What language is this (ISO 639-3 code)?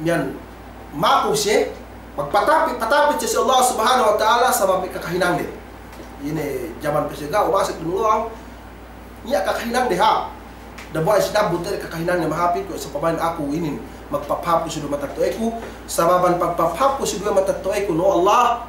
yka